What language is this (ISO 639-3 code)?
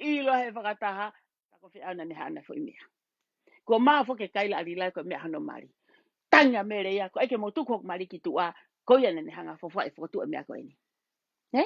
ton